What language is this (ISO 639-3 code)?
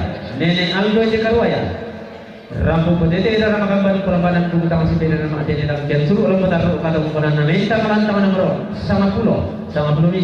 sda